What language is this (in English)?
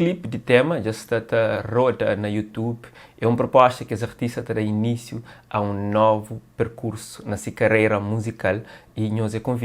Kabuverdianu